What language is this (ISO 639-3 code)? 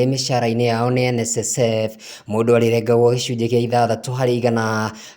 kik